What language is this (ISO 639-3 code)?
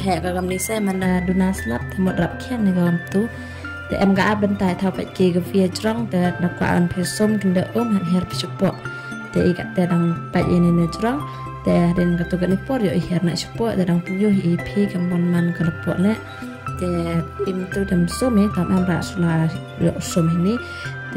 kha